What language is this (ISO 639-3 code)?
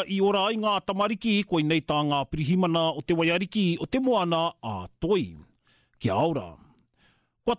mri